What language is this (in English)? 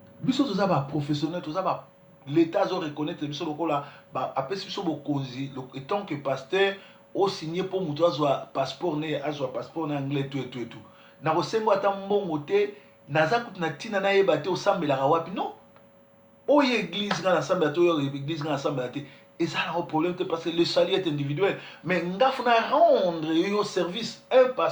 Lingala